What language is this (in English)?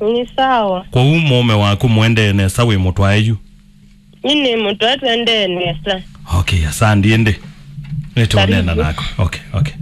Kamba